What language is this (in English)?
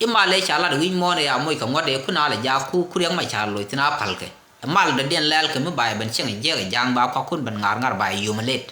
Nuer